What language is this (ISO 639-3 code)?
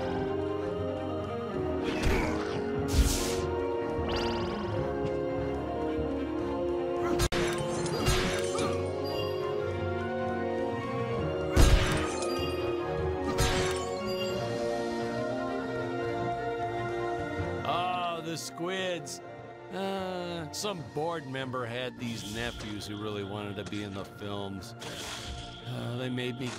eng